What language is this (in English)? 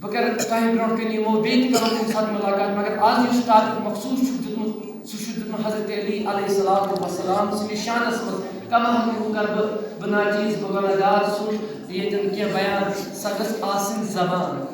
Kashmiri